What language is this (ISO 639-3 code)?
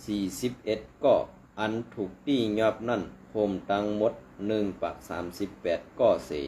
shn